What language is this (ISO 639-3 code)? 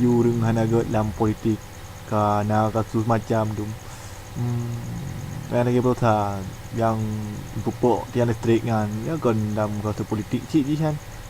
ace